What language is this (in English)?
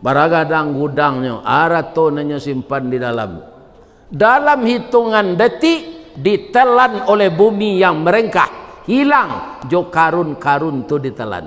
Minangkabau